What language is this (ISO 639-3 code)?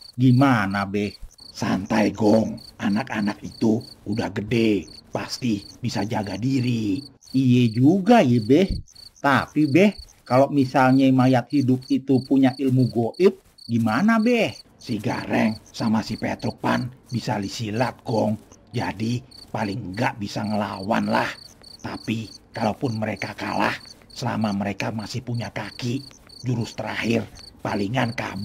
bew